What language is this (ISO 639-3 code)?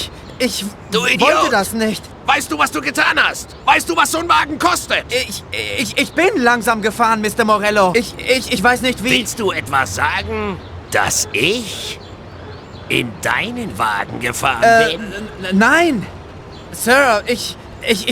bar